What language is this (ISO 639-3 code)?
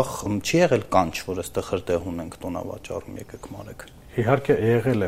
hye